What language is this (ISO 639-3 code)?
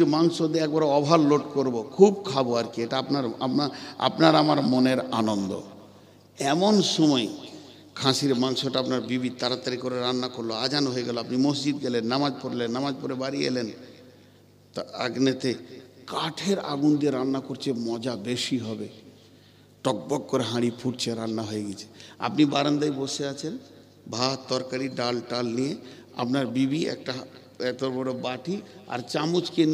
ben